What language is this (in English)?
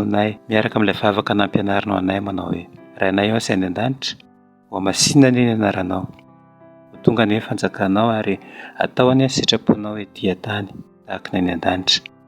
Malagasy